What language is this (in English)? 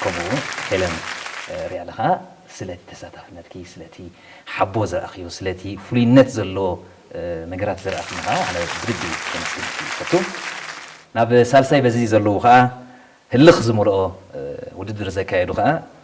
Tigrinya